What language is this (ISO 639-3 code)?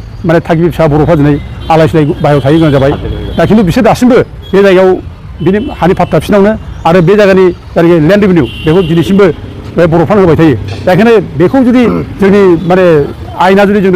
brx